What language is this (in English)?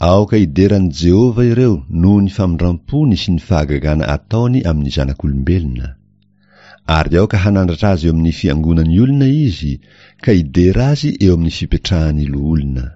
Malagasy